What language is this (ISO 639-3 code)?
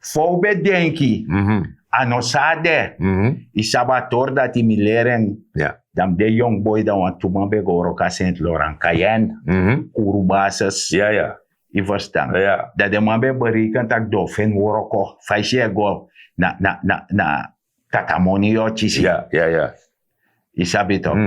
srn